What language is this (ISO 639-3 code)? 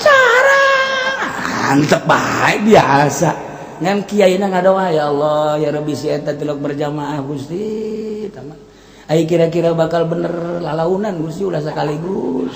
sun